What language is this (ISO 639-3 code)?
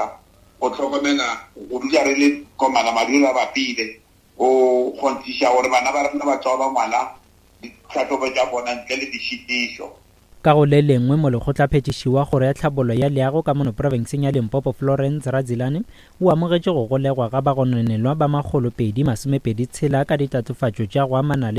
nso